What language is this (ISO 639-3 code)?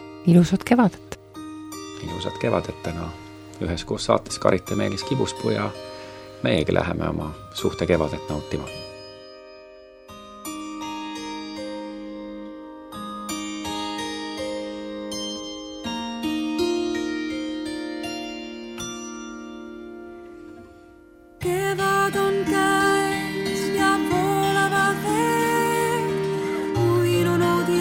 est